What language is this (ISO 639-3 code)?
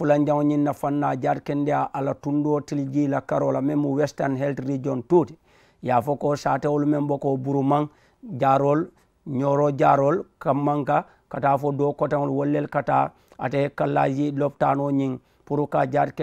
man